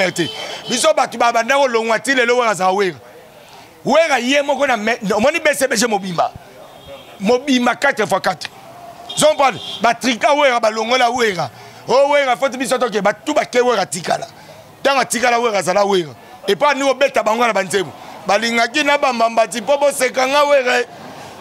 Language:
Lingala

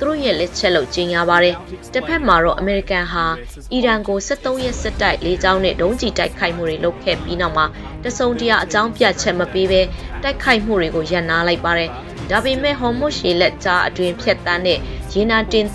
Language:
Burmese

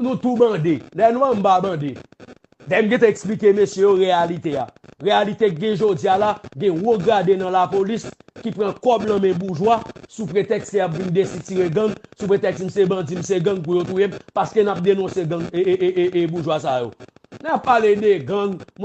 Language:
Haitian Creole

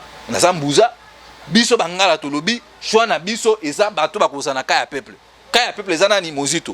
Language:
Lingala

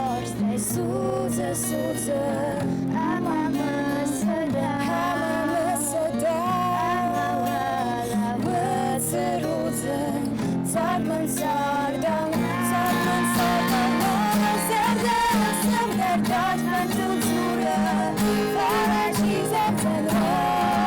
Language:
Ossetic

